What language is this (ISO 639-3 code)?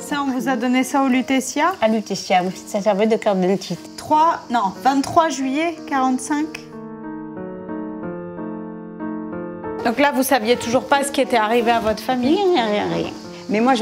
fra